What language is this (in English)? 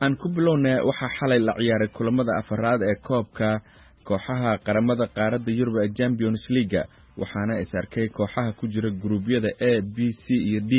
Somali